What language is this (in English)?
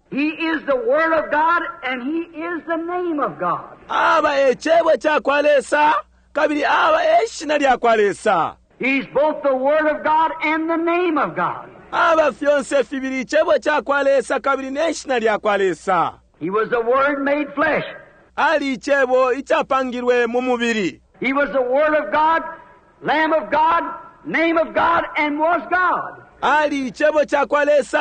Bemba